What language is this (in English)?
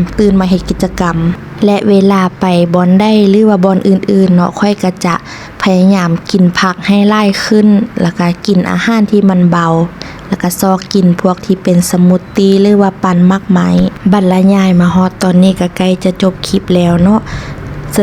Lao